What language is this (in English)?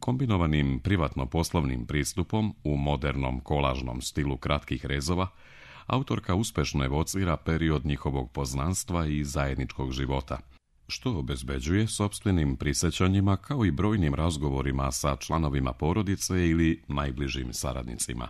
Serbian